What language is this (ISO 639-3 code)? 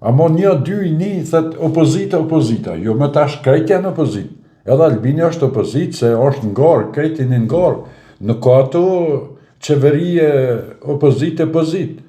sqi